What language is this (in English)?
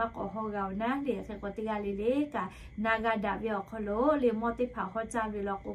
Lahu